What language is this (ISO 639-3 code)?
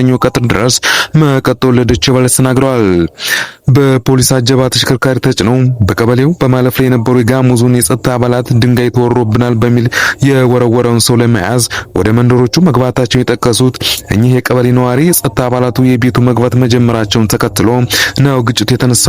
amh